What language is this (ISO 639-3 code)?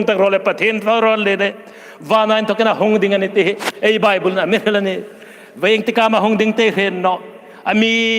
hmr